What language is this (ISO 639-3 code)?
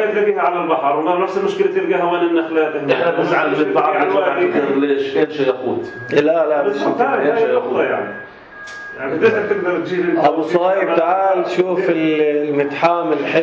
apc